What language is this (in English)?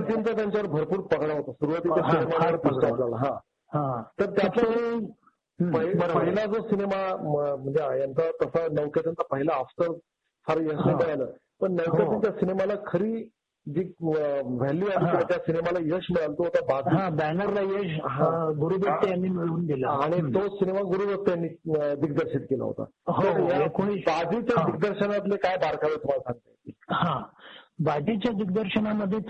Marathi